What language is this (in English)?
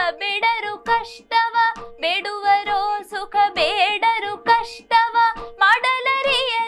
Kannada